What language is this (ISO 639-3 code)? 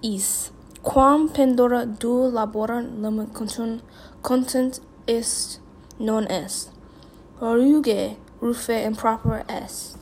lat